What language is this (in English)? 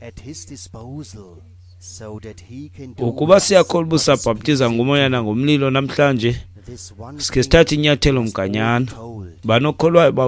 Xhosa